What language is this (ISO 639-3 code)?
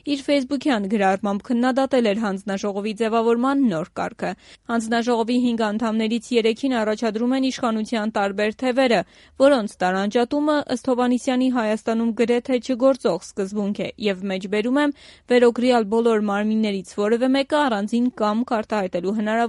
hye